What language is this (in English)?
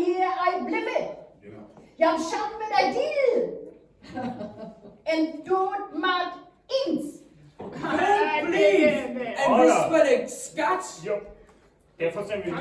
Northern Frisian